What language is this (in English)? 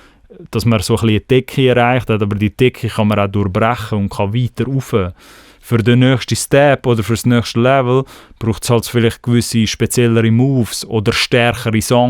Swiss German